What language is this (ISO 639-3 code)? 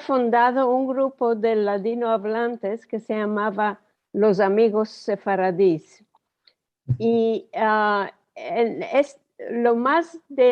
lad